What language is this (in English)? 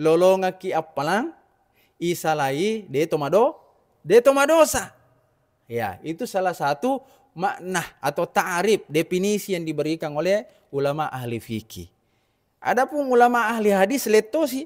Buginese